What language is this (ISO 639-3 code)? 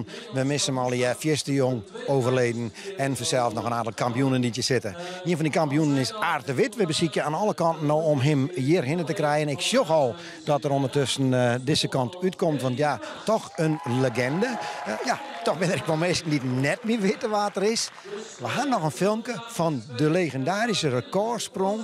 fry